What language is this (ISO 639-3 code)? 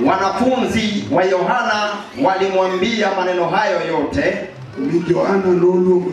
luo